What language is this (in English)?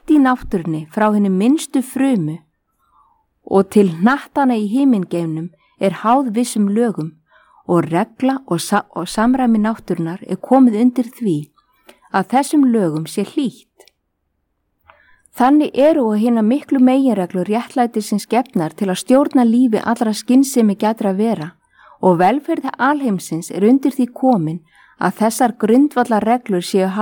Icelandic